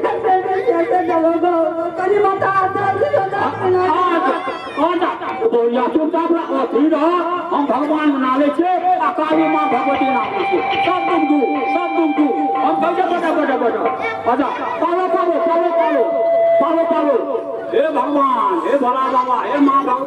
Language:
Maithili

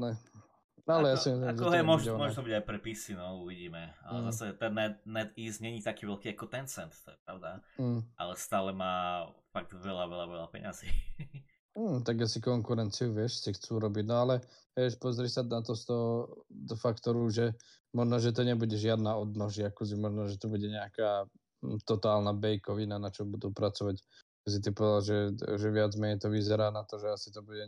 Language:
Slovak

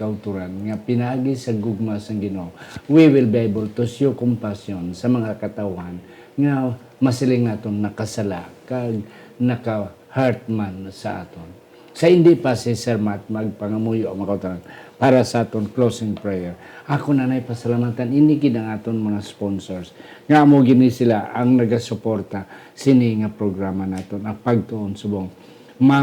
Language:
Hiligaynon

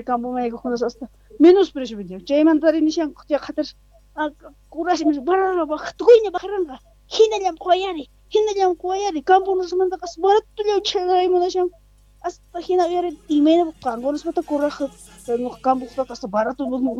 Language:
South Bolivian Quechua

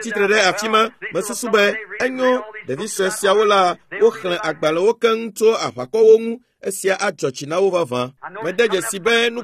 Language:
Ewe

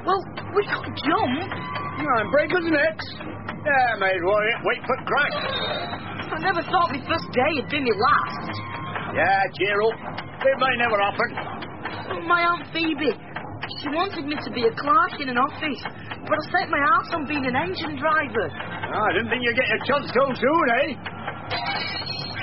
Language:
English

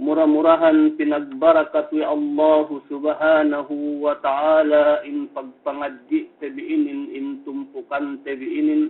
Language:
Yakan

